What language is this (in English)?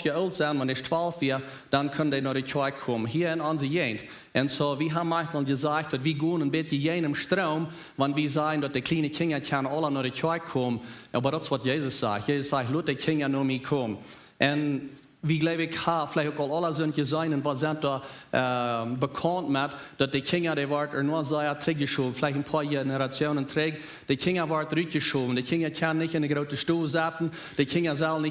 Plautdietsch